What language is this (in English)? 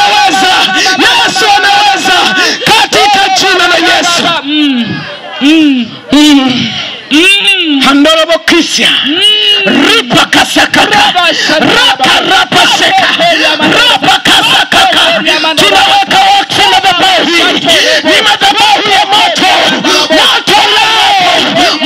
Swahili